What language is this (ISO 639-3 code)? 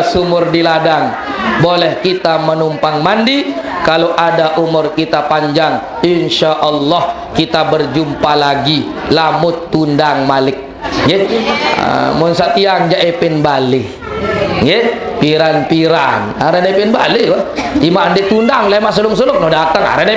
sas